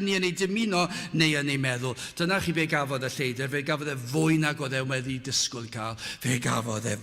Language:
Welsh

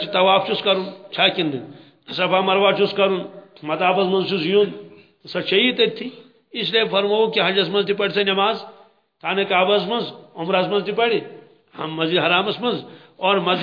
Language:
Kashmiri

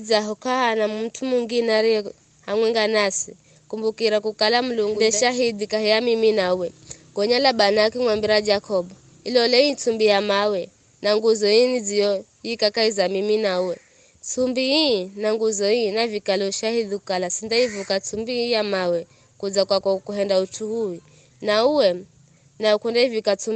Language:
Giryama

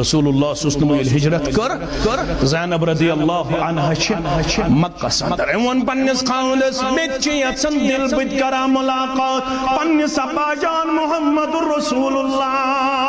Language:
Kashmiri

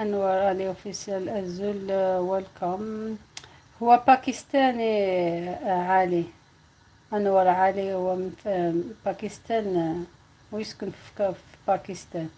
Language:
Algerian Arabic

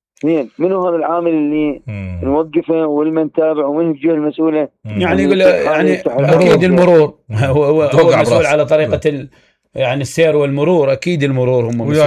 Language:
Mesopotamian Arabic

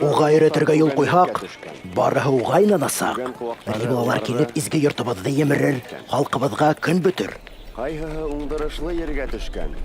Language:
Bashkir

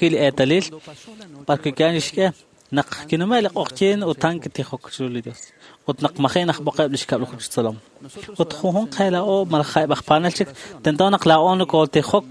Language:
Kekchí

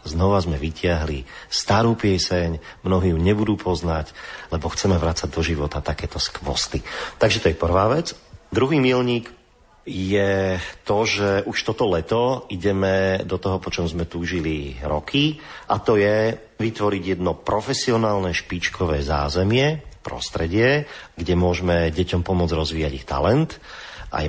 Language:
Slovak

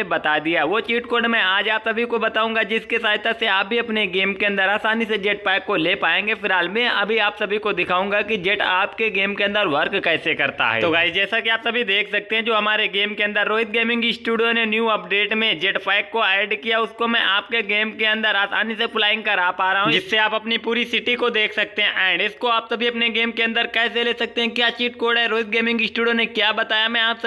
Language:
Hindi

